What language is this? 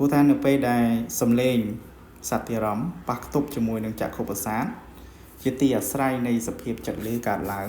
Khmer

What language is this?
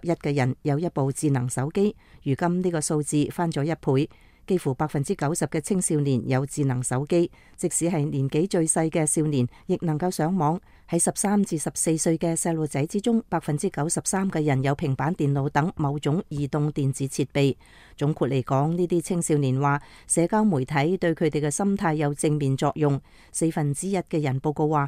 Cantonese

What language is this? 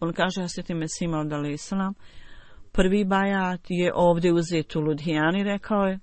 Bosnian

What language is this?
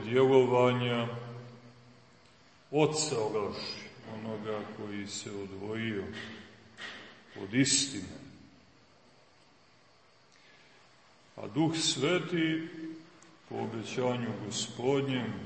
Serbian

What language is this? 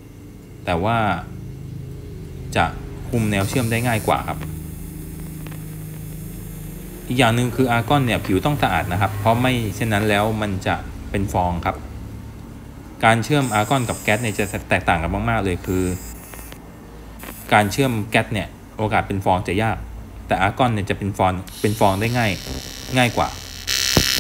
Thai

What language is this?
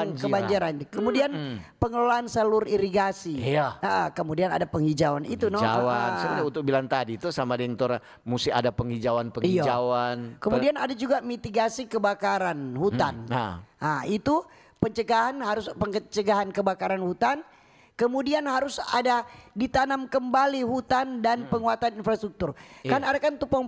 Manado Malay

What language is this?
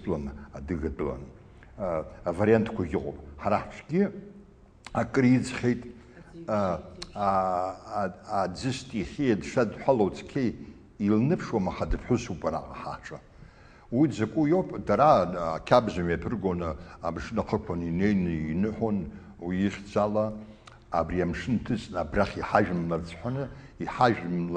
Abkhazian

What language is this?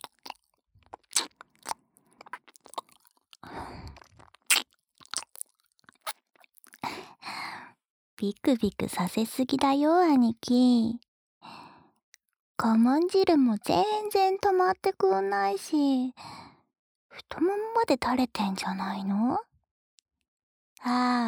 Japanese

